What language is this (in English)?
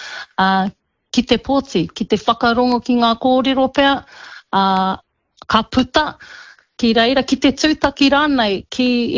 Māori